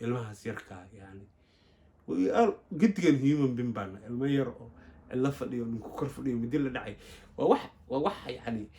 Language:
Somali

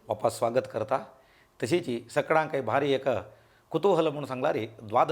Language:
Konkani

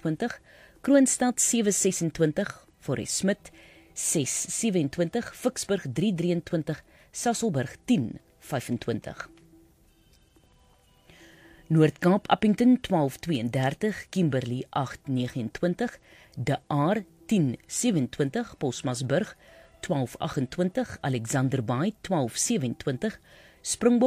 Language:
Afrikaans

